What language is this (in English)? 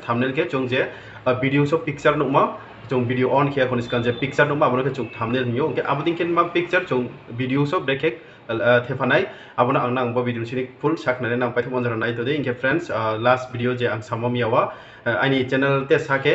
Riang (India)